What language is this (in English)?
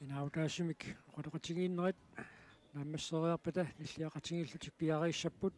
Kalaallisut